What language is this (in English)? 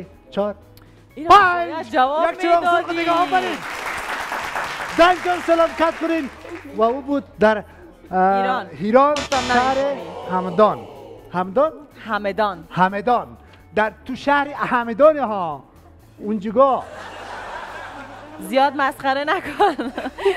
Persian